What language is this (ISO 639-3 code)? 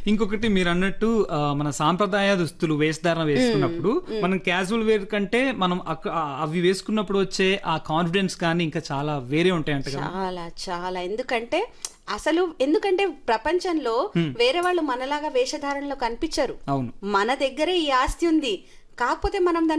tel